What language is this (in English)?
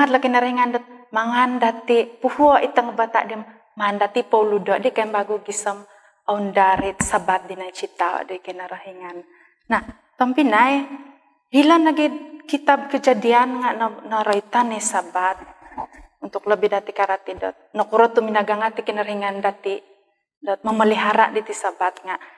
Central Dusun